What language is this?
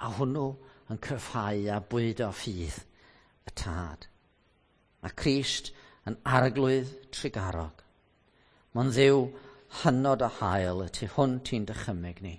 Welsh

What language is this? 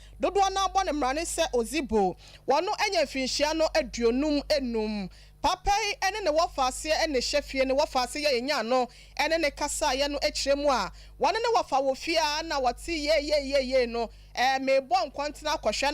Akan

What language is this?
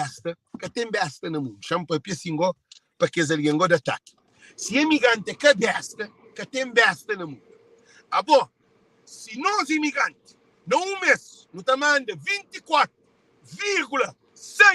Kabuverdianu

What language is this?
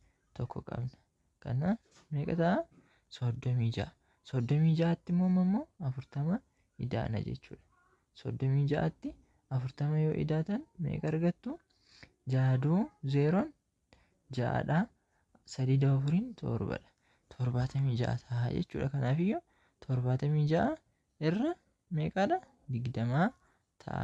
Oromo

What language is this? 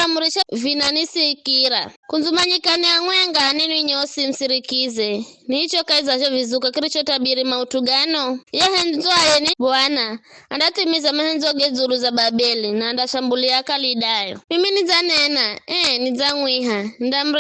Giryama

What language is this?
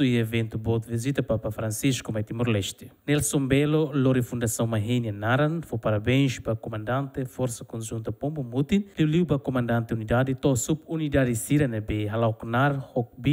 Tetum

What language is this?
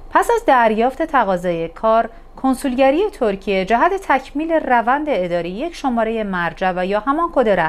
Persian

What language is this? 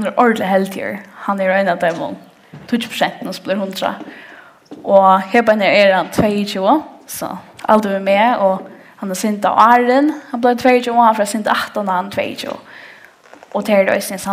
Faroese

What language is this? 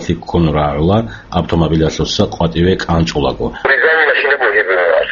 Avaric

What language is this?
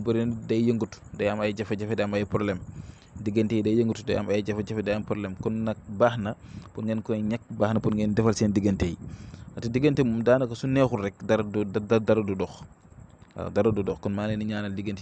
Wolof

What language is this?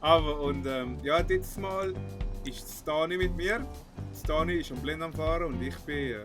Swiss German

